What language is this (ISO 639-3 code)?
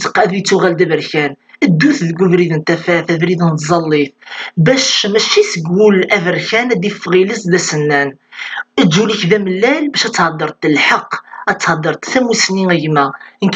kab